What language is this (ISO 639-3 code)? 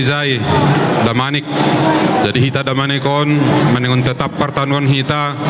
bts